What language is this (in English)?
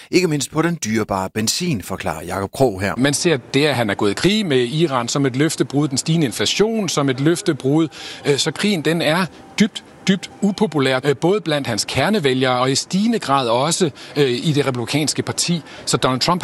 Danish